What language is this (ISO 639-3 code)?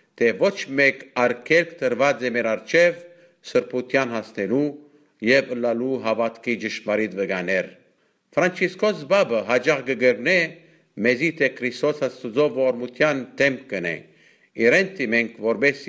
hyw